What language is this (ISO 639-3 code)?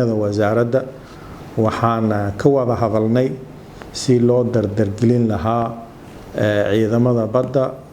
som